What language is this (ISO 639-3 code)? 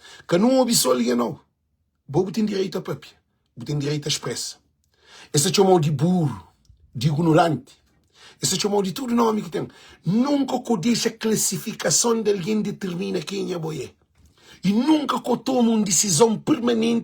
kea